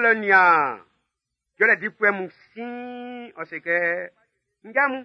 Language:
Baoulé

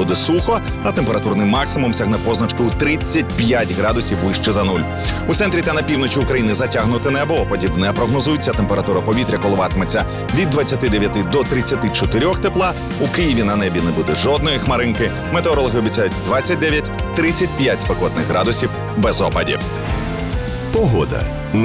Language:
Ukrainian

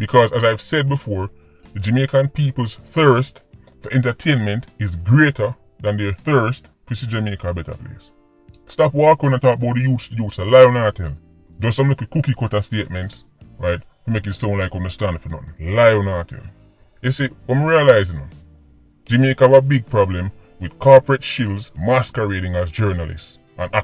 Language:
Jamaican Creole English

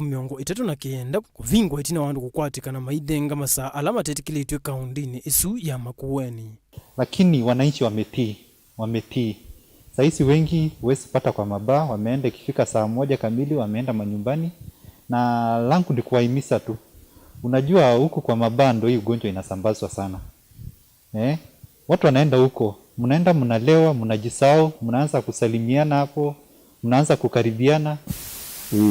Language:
Kamba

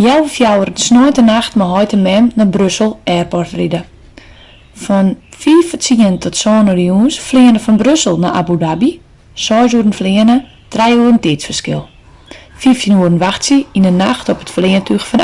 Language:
Western Frisian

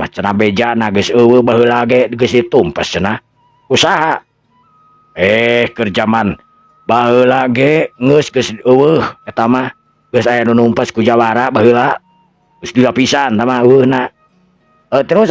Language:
Sundanese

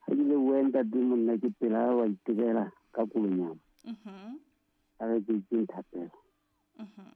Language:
Southern Sotho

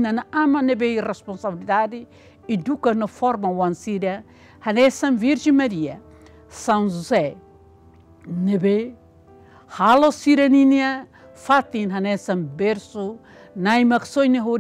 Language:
Tetum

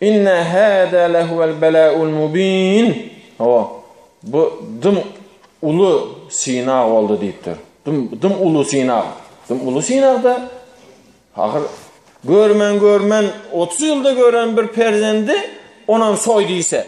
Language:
Turkmen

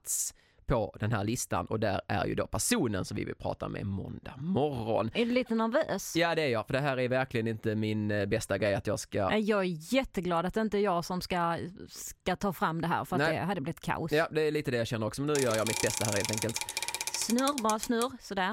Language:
Swedish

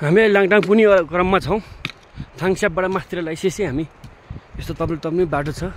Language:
Nepali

